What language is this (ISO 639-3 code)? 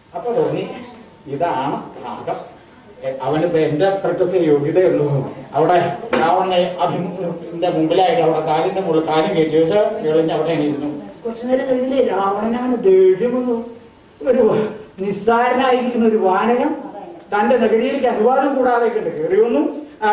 mal